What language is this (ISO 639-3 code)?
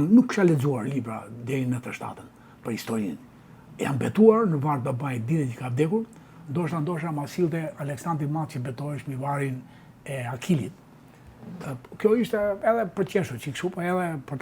sqi